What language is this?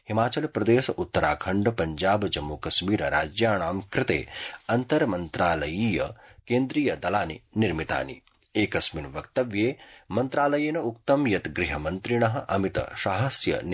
Sanskrit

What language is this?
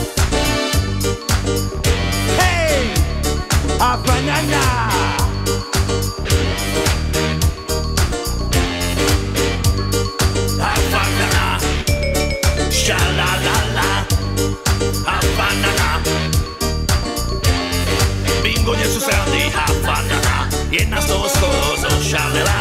Slovak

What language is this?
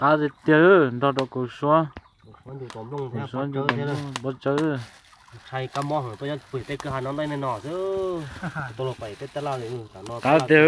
Hmong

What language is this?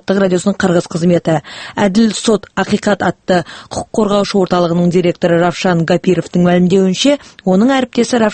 Kazakh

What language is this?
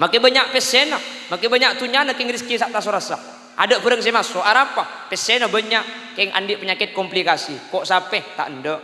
Madurese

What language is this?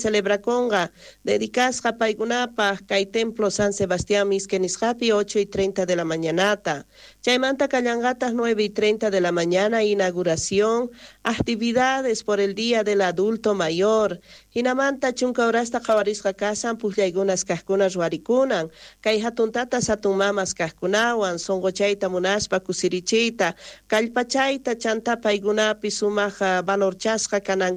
South Bolivian Quechua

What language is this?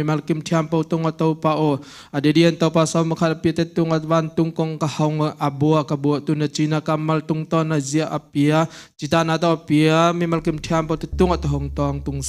Tedim Chin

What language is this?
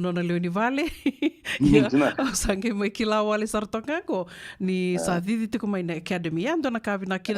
Fijian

